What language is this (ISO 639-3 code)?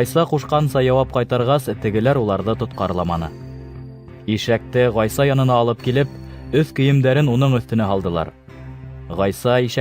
bak